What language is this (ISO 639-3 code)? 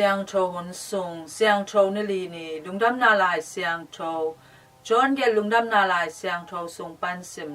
ctd